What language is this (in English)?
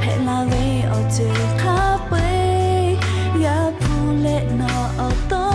Lahu